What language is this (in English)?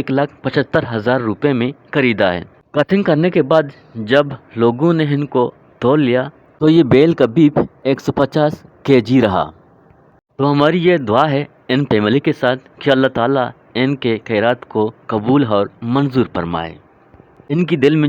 Eastern Balochi